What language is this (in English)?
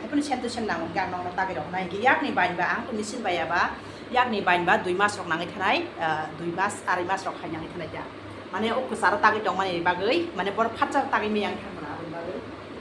Kok Borok